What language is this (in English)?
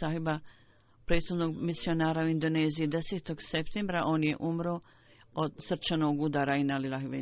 Bosnian